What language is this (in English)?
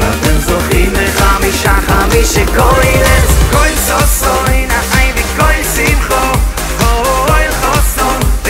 Hebrew